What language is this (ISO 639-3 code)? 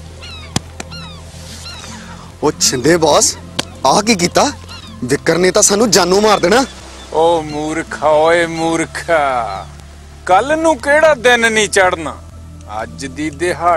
pan